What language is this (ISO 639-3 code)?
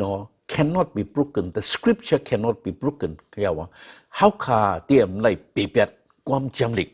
shn